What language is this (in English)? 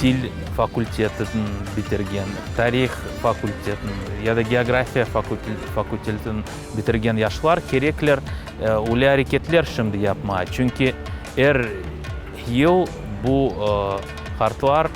Crimean Tatar